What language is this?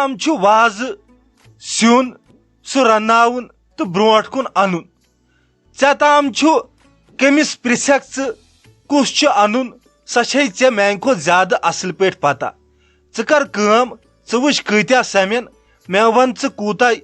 Kashmiri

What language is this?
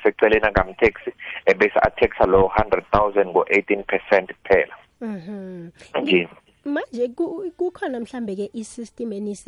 South Ndebele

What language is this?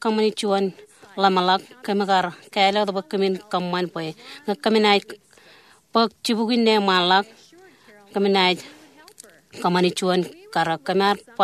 Marshallese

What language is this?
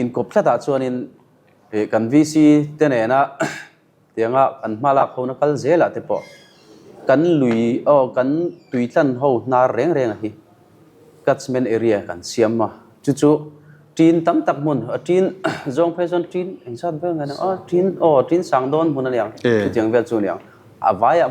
Mizo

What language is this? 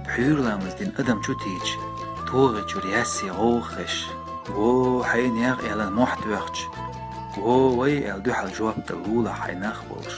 Chechen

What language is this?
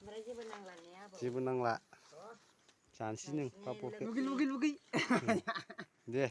Bodo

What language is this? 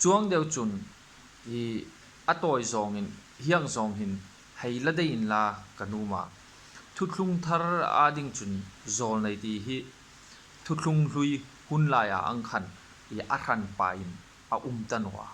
Hmar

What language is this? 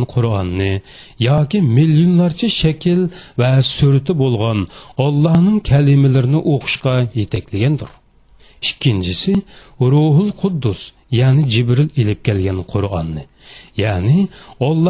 Uyghur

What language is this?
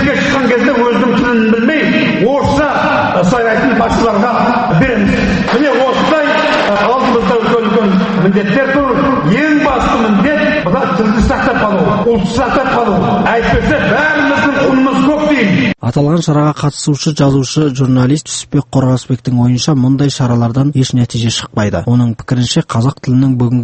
Kazakh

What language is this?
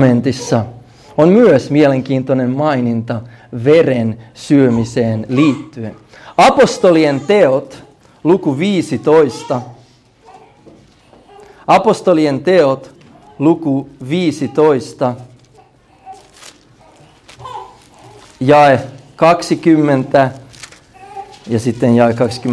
Finnish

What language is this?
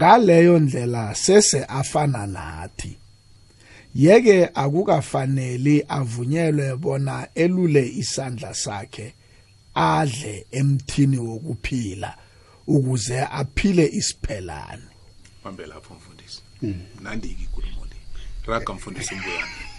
South Ndebele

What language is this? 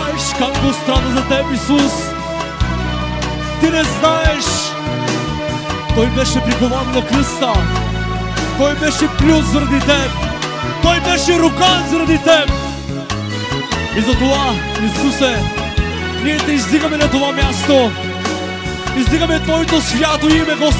Bulgarian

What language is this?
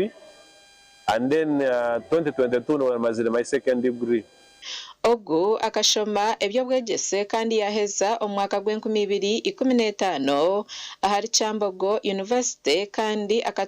Nyankole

